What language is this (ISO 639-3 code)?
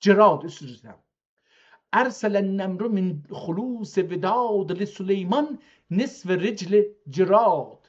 azb